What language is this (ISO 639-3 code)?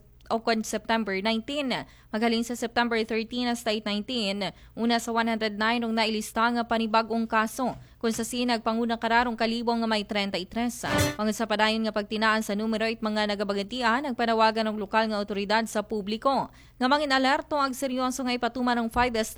akl